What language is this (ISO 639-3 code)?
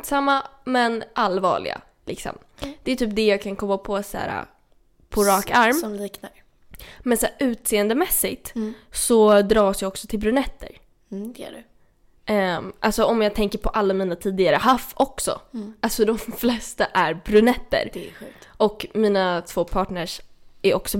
swe